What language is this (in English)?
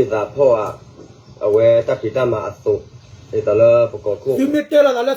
S'gaw Karen